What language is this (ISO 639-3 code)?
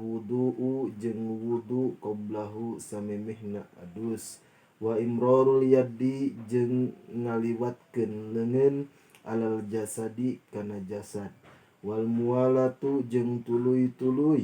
sun